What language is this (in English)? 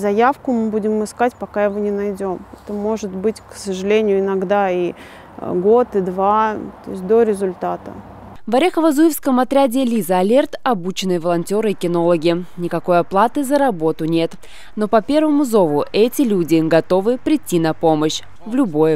Russian